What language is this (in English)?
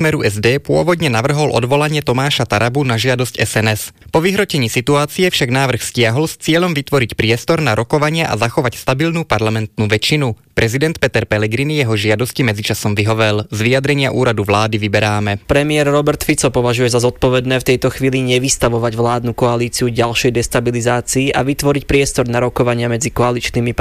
Slovak